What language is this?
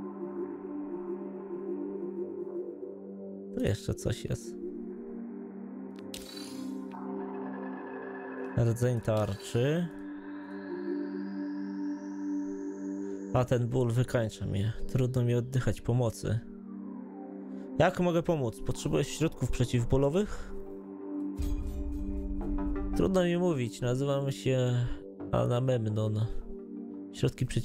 Polish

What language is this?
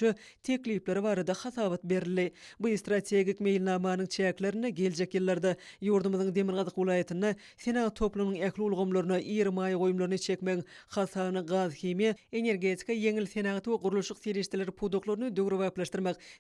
Turkmen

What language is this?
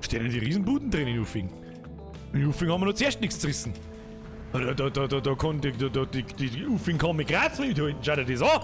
Bavarian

